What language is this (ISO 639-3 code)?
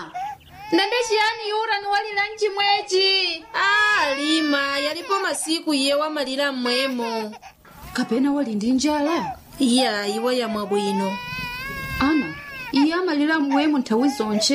nya